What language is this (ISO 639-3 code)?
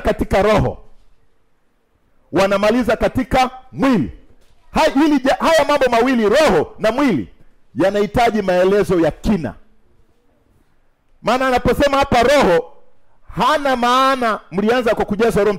swa